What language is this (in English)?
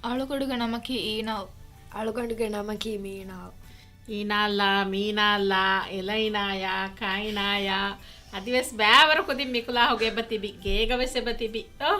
Divehi